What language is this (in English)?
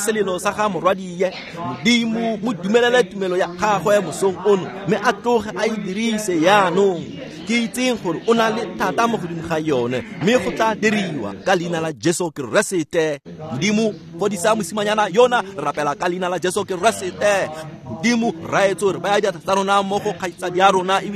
Tswana